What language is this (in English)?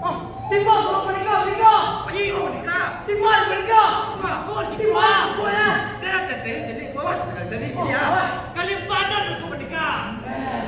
Minangkabau